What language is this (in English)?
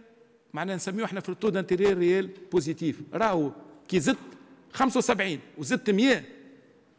Tunisian Arabic